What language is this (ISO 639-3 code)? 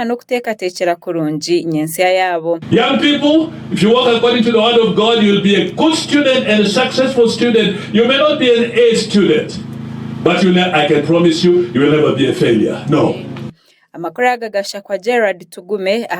nyn